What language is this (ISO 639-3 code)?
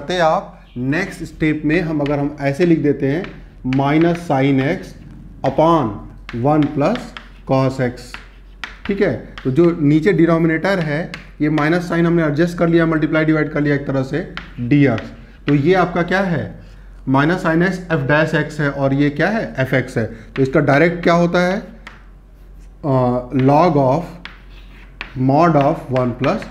hin